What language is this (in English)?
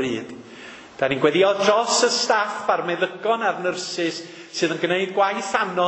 Welsh